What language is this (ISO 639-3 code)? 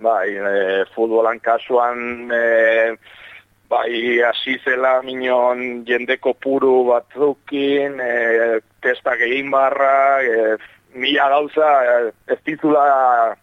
eus